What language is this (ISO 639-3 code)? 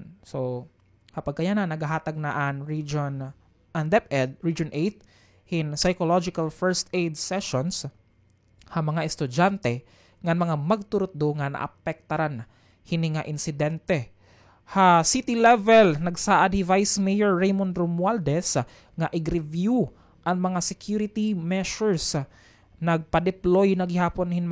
war